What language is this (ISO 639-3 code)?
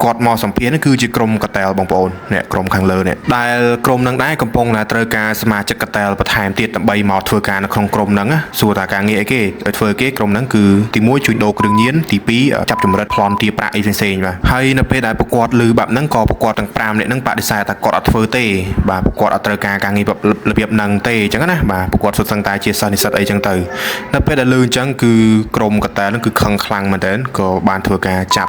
khm